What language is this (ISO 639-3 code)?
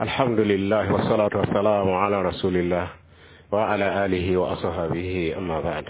mos